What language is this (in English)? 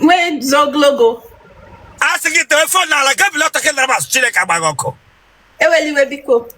Igbo